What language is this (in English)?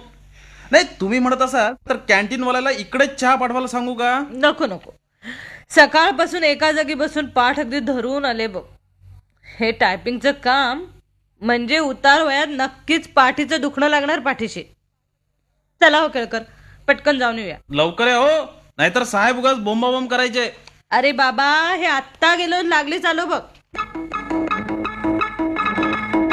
Marathi